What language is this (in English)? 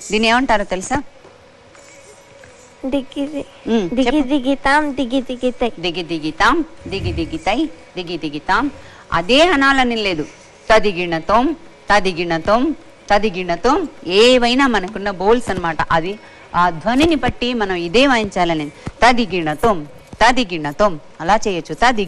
Telugu